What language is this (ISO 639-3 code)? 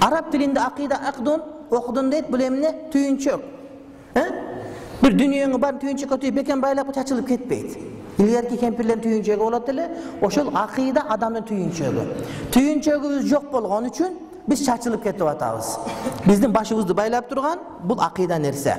kir